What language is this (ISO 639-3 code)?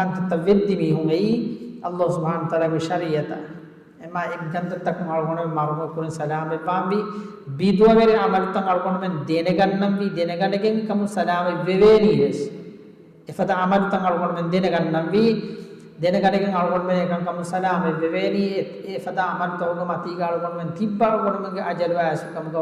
div